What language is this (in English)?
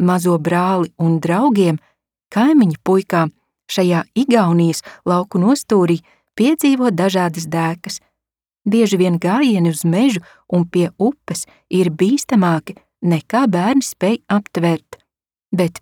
Latvian